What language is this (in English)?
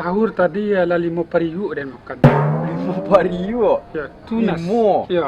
Minangkabau